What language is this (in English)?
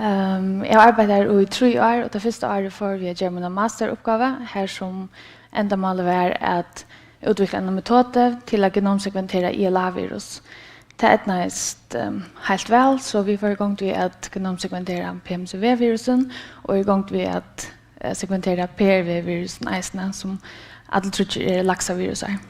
Faroese